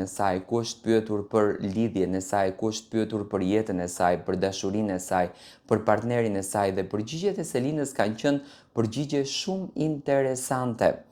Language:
Albanian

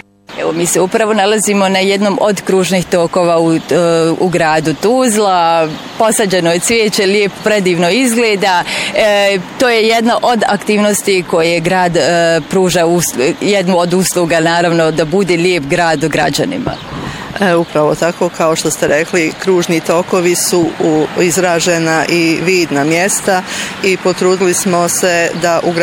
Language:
Bosnian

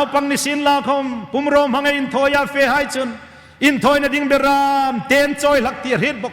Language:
Hmar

